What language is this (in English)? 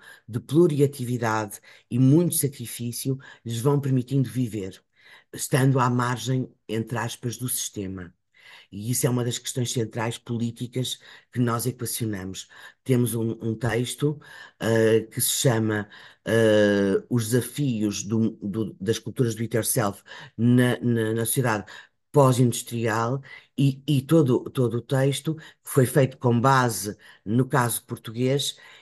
Portuguese